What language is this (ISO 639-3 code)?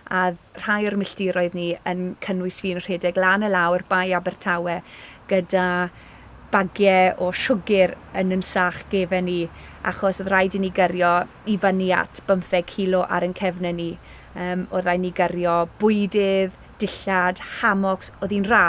cym